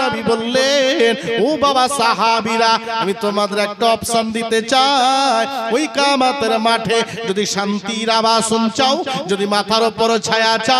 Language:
Bangla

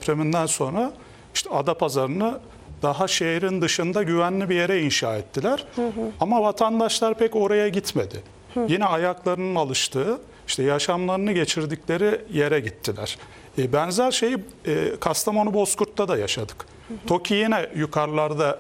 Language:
Turkish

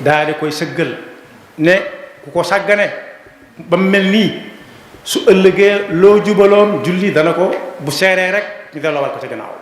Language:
Wolof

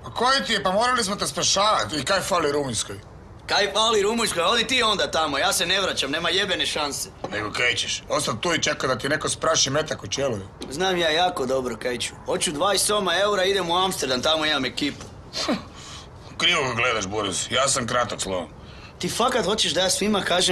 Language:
Croatian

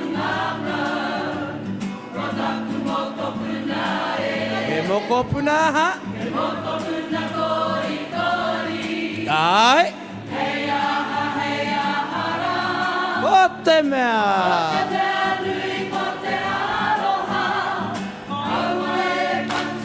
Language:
Māori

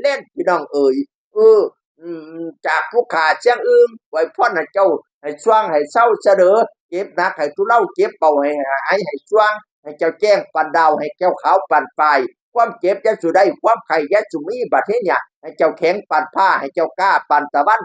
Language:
Northeastern Thai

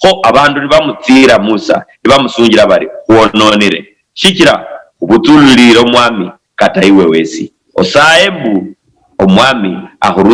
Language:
Luyia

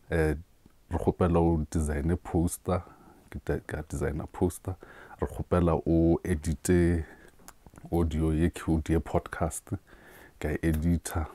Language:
Northern Sotho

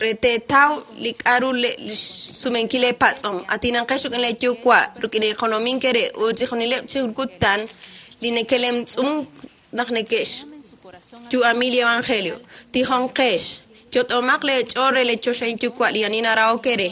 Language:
Kekchí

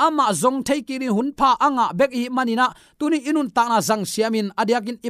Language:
Tedim Chin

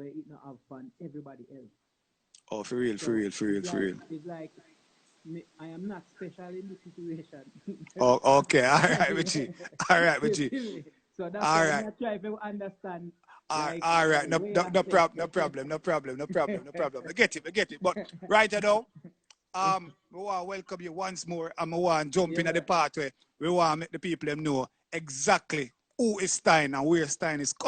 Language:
Jamaican Creole English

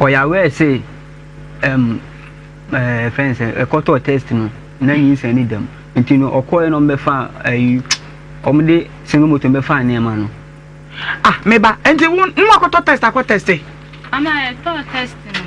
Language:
Akan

